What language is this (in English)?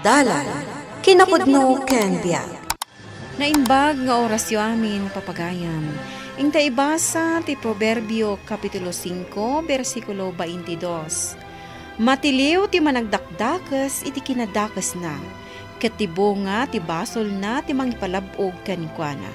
Iloko